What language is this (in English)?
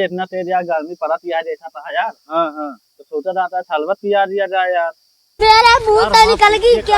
Awadhi